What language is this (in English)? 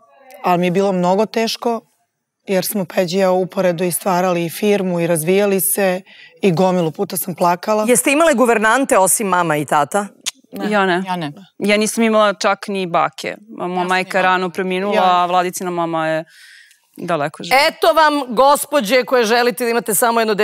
Serbian